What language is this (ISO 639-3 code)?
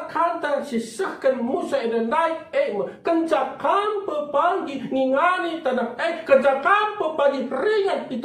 btx